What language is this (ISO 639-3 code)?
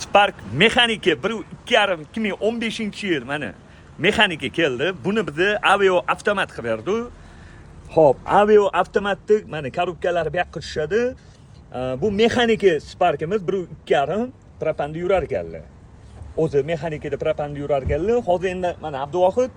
uzb